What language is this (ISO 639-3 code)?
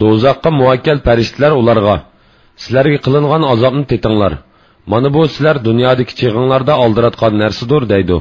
uig